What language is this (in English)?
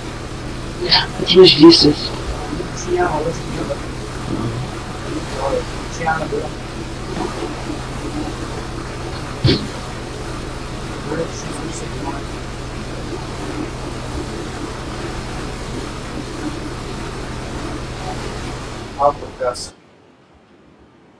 Bulgarian